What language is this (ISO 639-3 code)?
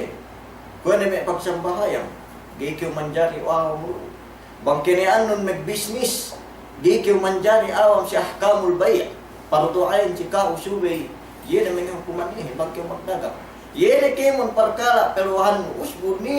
yka